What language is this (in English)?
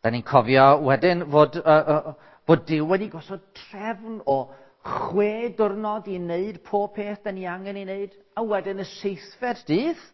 Welsh